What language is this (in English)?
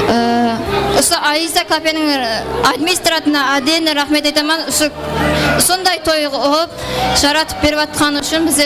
Kara-Kalpak